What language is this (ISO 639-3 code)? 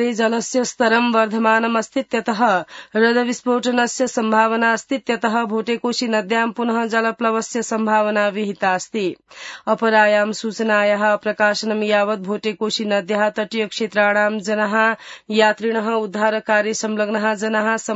san